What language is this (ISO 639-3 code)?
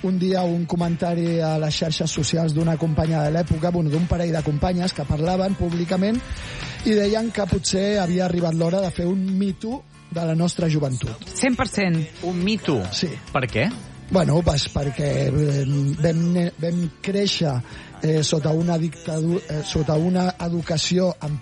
cat